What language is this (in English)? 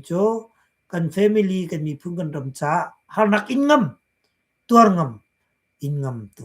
Hakha Chin